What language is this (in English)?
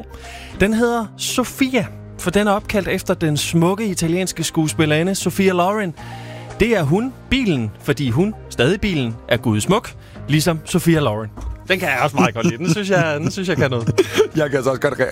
Danish